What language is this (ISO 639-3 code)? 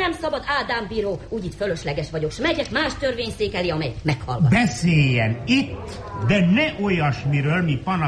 hun